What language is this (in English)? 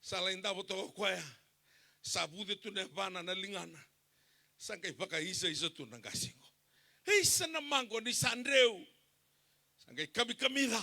Fijian